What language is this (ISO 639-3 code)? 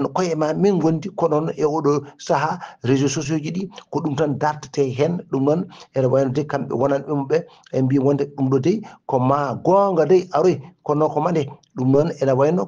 ful